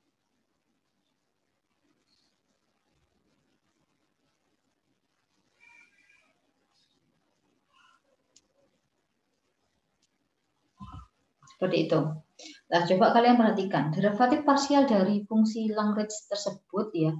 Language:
Indonesian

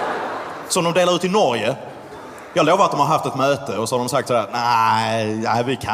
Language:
Swedish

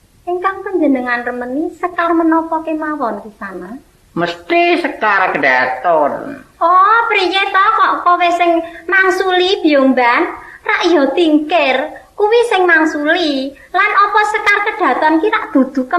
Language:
Javanese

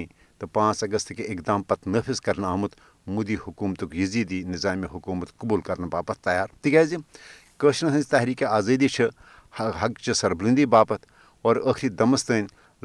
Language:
Kashmiri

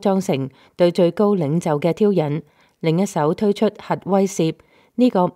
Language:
Cantonese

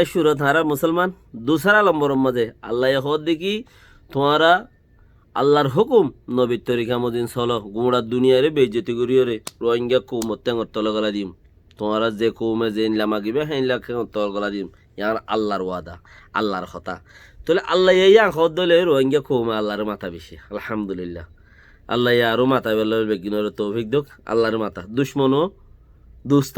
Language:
Rohingya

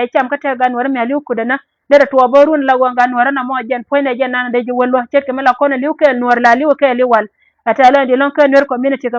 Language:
Nuer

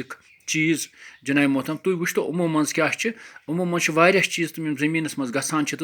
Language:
Kashmiri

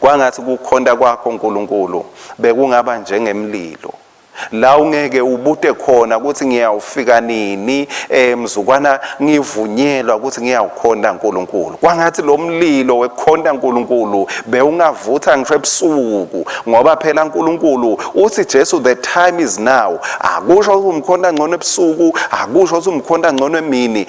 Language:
Swati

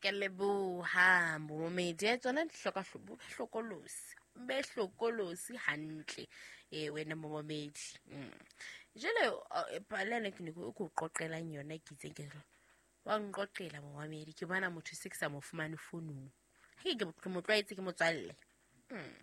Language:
Southern Sotho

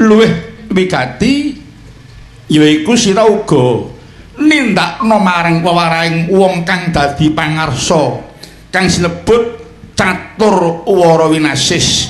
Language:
Javanese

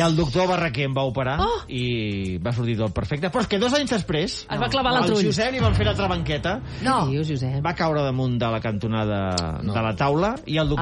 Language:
Catalan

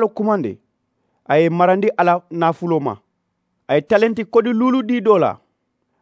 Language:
Mandingo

